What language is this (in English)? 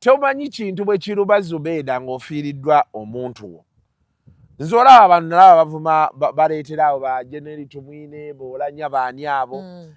Ganda